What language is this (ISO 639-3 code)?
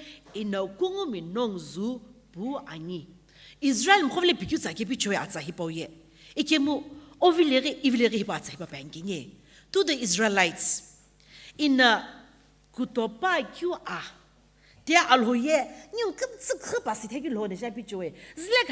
nsm